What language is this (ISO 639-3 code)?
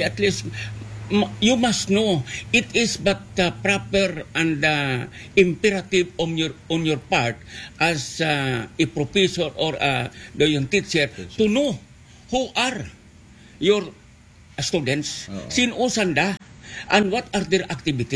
akl